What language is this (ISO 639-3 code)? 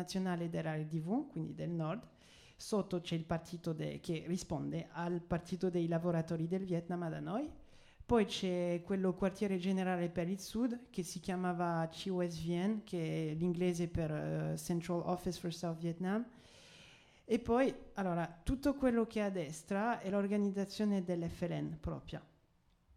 ita